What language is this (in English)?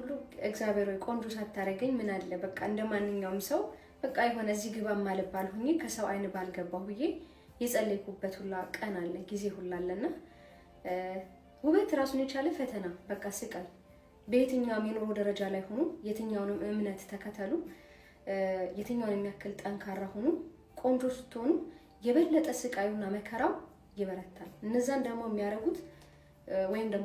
Amharic